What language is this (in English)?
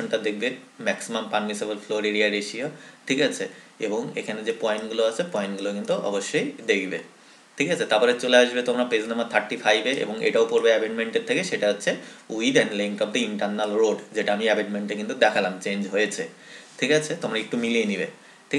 Bangla